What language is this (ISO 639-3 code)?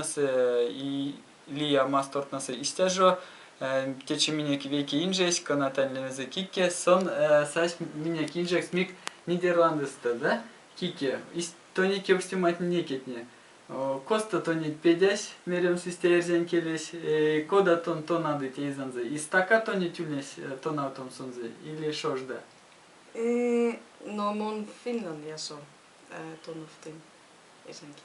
myv